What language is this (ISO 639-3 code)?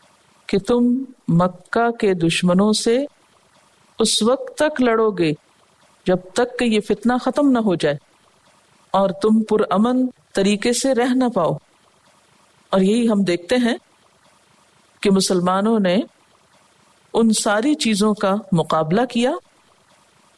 urd